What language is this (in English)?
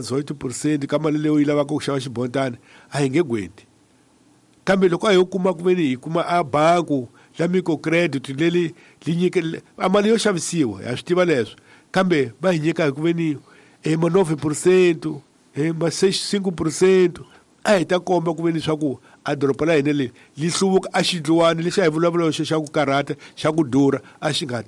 Tsonga